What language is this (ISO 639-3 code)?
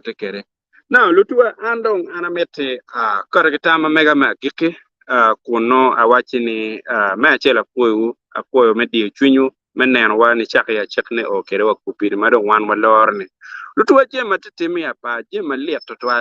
ach